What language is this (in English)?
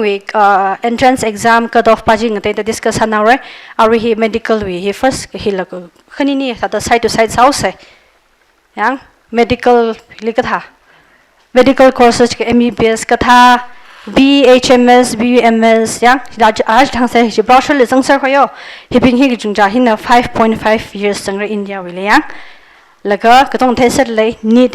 Tangkhul Naga (India)